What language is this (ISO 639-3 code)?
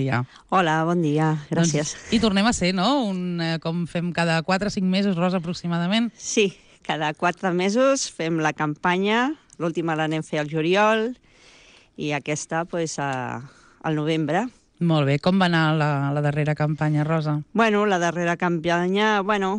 cat